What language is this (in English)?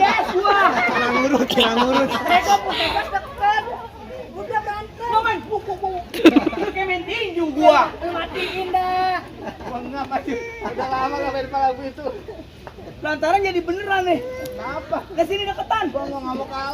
Betawi